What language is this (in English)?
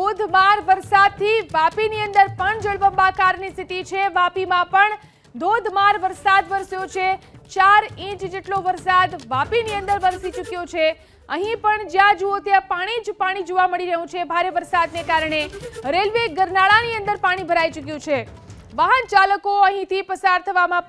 Gujarati